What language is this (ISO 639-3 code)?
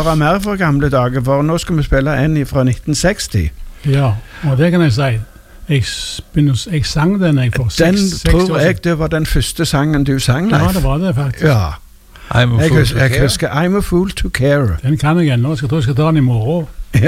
nor